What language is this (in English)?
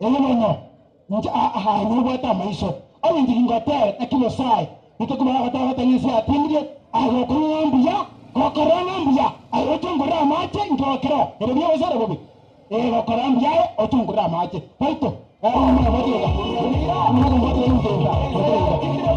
Gusii